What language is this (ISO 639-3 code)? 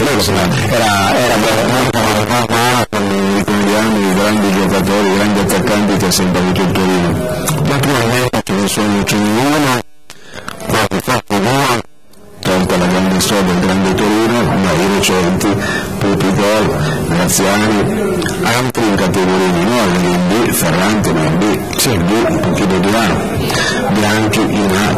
ita